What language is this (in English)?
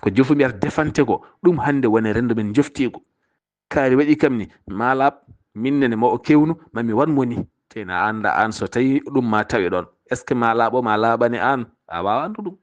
Fula